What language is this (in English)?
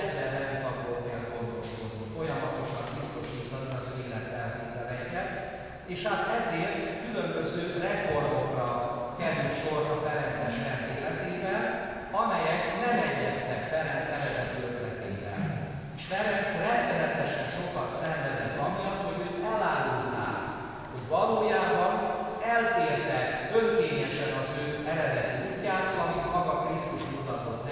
Hungarian